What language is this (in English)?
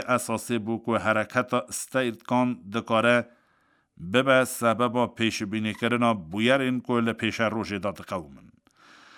Kurdish